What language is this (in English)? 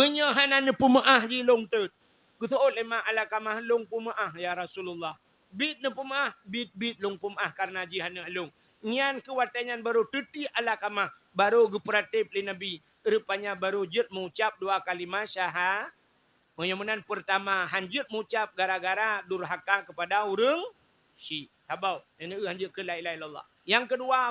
Achinese